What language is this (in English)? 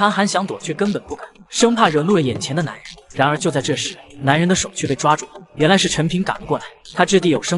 Chinese